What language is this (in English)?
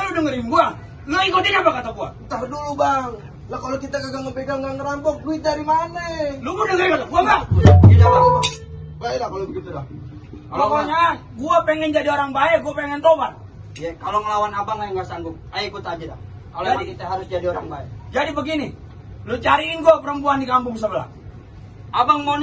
Betawi